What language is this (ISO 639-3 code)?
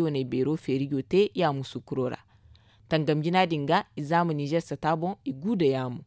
dje